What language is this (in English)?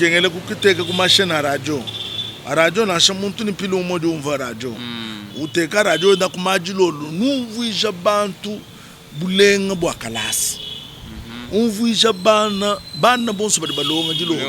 Luba-Lulua